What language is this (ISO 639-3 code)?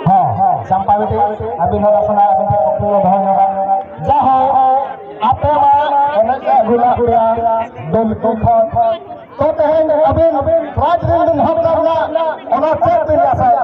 sat